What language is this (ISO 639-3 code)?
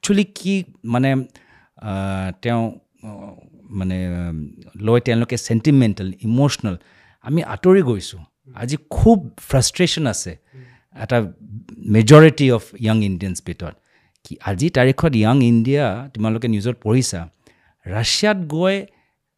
asm